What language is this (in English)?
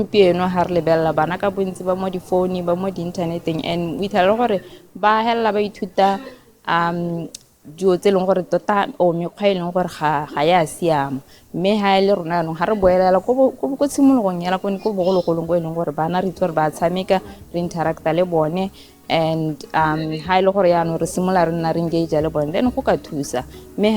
Tswana